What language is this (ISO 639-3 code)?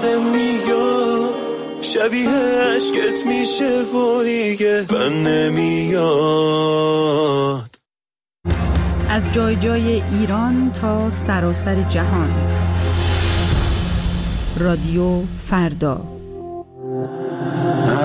fas